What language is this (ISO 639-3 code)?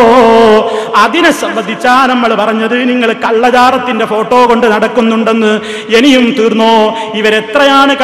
mal